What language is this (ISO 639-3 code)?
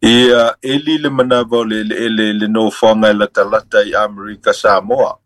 smo